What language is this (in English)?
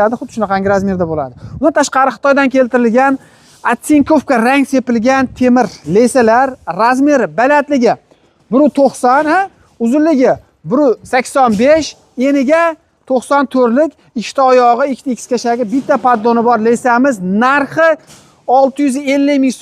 Uzbek